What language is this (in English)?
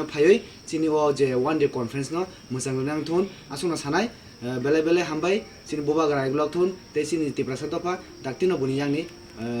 Kok Borok